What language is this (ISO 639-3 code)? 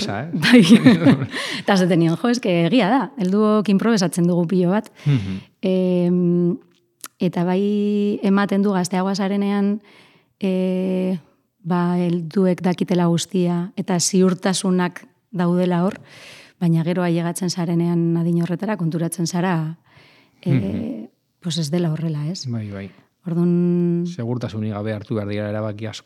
eus